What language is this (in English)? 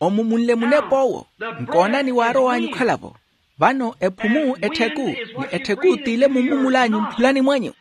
Makhuwa